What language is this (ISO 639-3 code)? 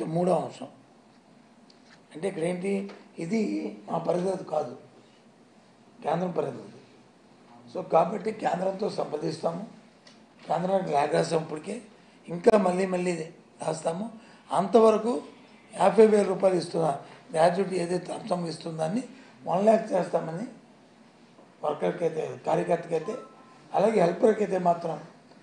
tel